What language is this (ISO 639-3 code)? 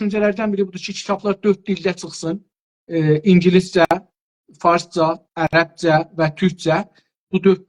azb